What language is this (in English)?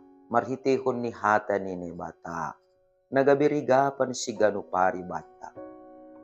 Batak Simalungun